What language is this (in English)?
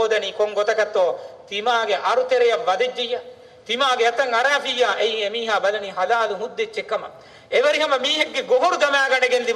Divehi